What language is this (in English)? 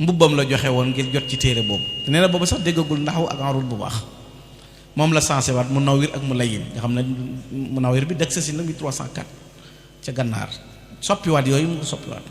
Wolof